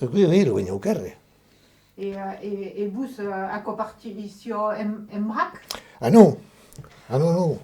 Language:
Occitan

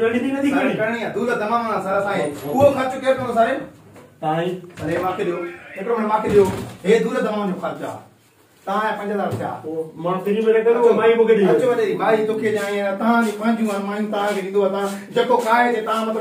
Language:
Sindhi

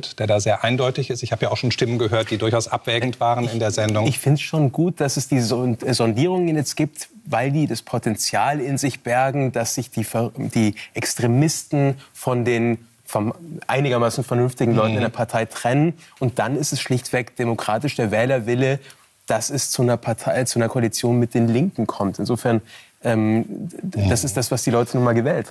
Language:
German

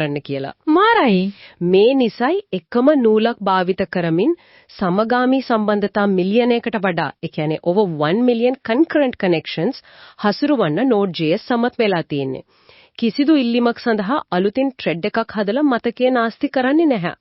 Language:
Sinhala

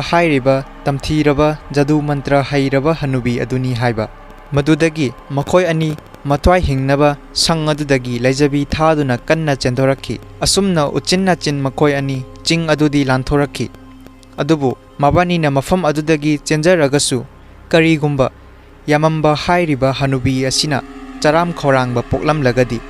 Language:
Manipuri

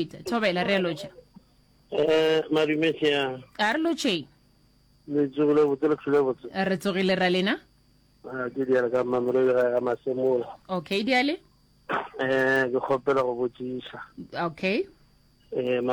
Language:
Northern Sotho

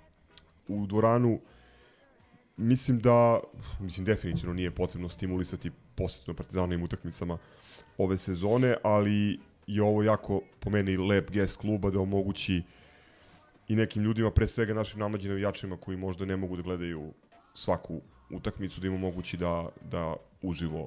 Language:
Serbian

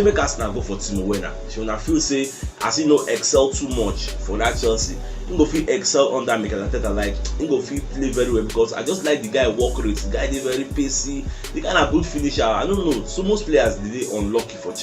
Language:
Nigerian Pidgin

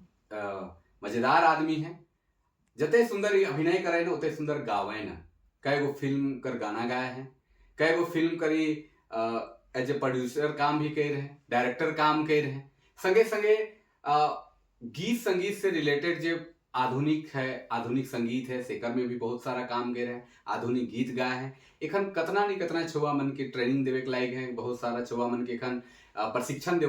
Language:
Sadri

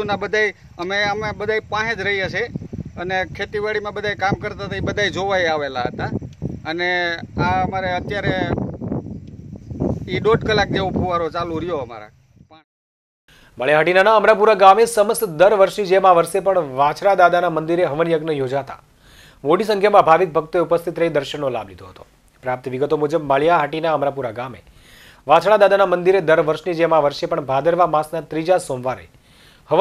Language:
Gujarati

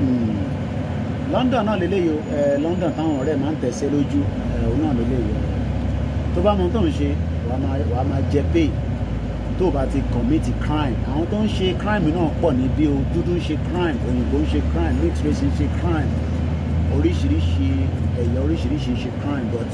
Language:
Yoruba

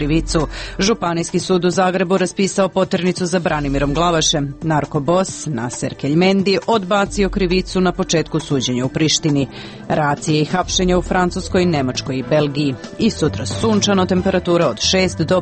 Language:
Serbian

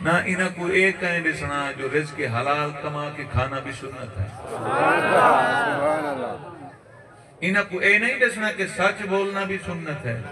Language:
Saraiki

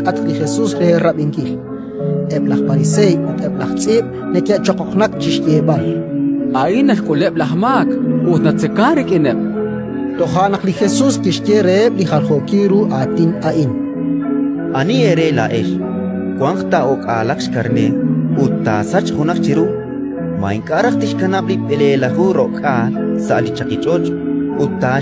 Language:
Kekchí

